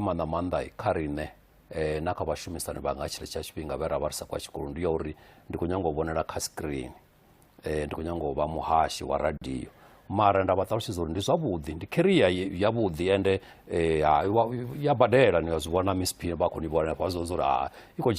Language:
Venda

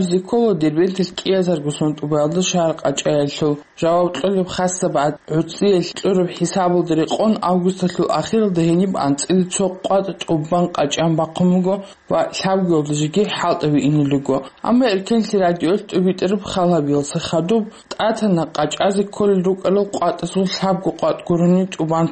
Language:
Avaric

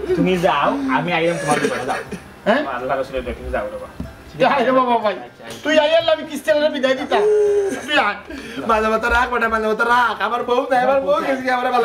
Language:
Sylheti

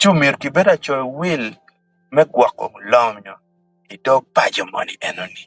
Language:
Acoli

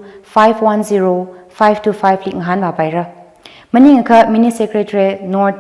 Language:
Tangkhul Naga (India)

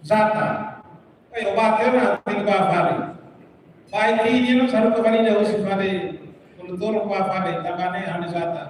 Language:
Tetum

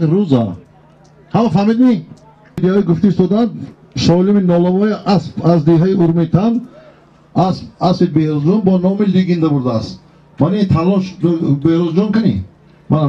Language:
Tajik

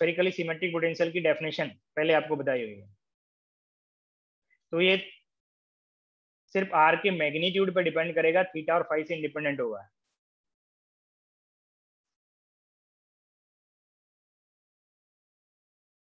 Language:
Hindi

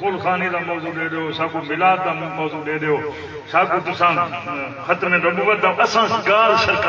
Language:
Saraiki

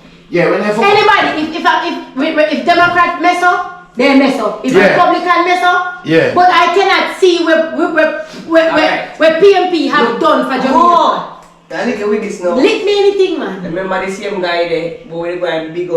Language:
Jamaican Creole English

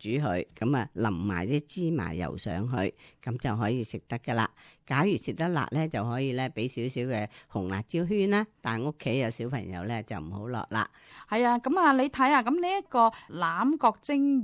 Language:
Cantonese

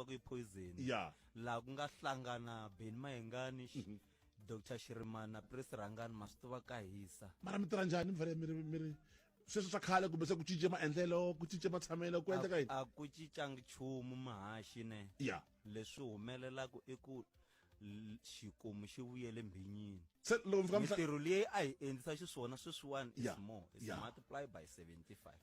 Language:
Tsonga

